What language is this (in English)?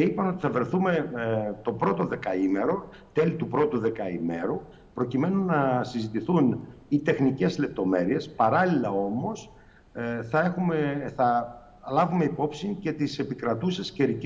Greek